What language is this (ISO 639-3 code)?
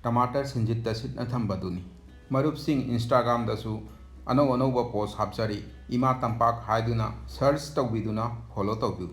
mni